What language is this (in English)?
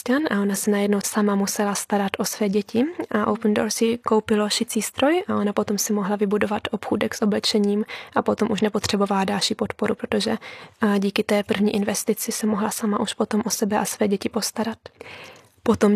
Czech